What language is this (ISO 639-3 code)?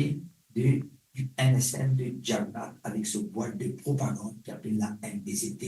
mfe